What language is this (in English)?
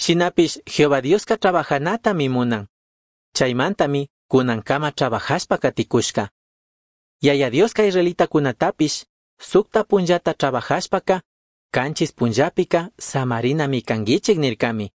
Chimborazo Highland Quichua